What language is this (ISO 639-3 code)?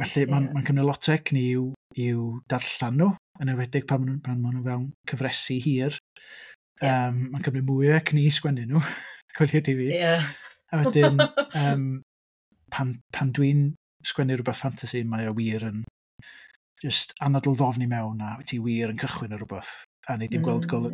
cym